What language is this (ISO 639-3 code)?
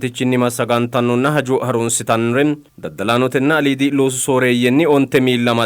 sid